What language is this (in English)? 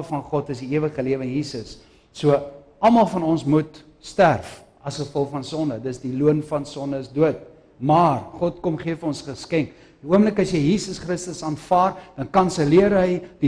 Afrikaans